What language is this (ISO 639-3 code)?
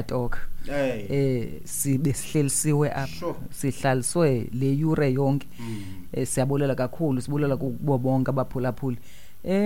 xho